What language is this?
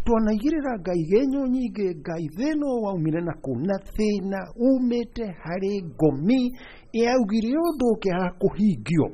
Kikuyu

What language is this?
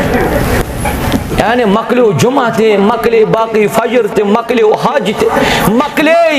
Kashmiri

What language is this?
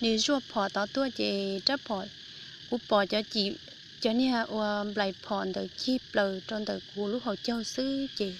Hmong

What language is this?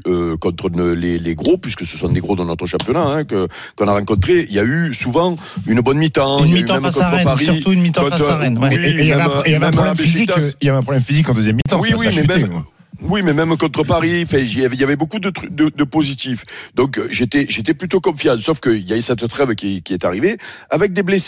French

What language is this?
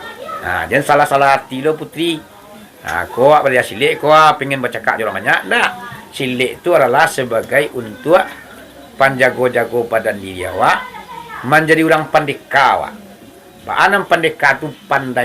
Minangkabau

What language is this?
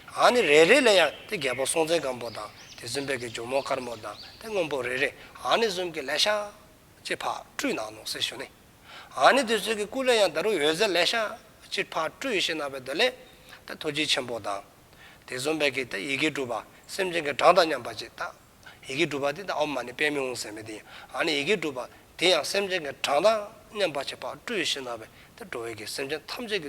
Dzongkha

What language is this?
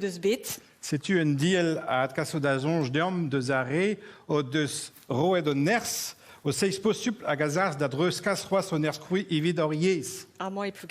Breton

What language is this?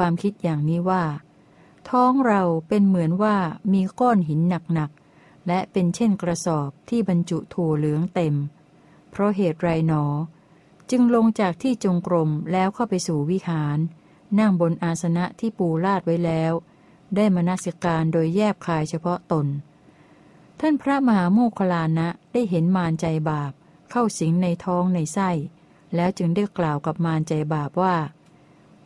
Thai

